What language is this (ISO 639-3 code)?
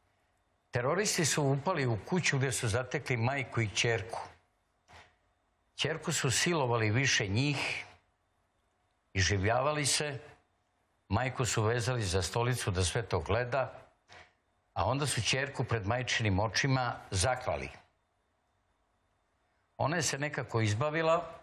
srp